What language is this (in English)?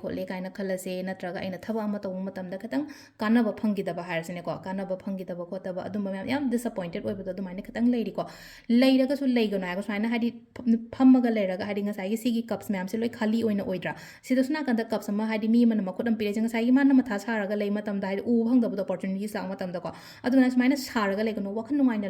Manipuri